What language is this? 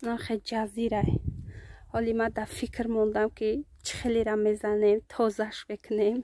Tajik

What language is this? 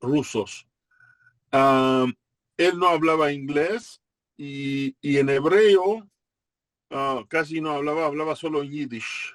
Ladino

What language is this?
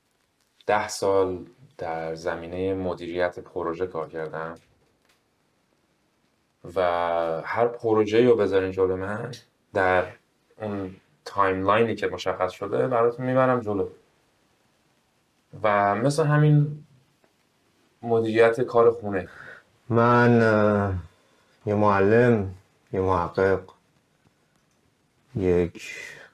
Persian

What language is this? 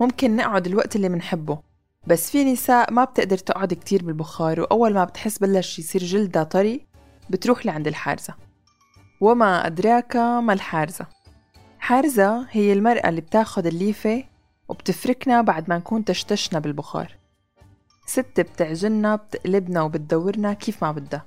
North Levantine Arabic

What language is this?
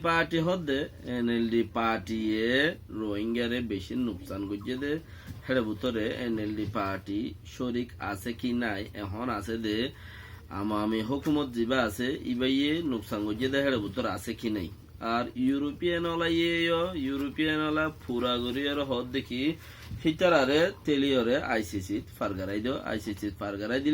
Rohingya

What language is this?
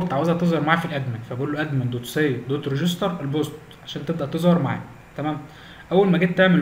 Egyptian Arabic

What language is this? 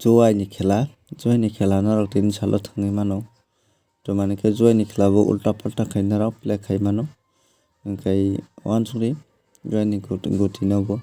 Kok Borok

